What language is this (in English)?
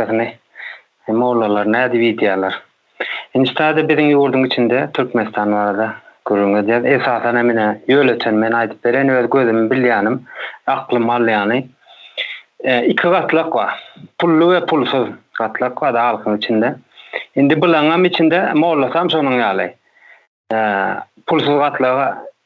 Turkmen